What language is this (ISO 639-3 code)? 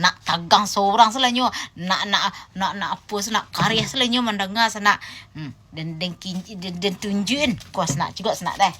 min